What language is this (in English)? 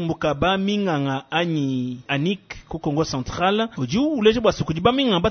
Luba-Lulua